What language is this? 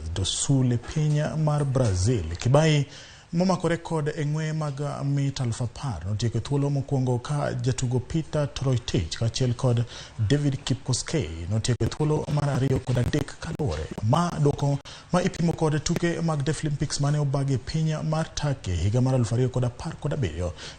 Luo (Kenya and Tanzania)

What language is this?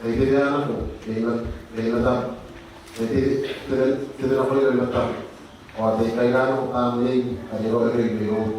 Gilbertese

